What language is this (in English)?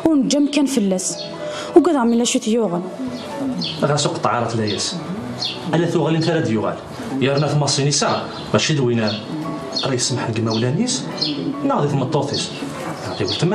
Kabyle